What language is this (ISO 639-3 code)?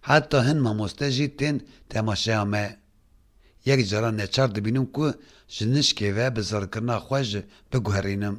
kur